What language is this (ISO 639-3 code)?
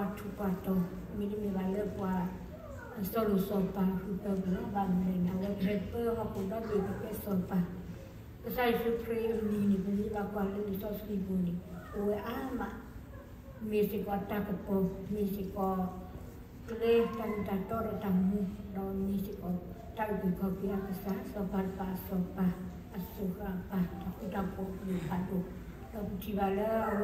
ksw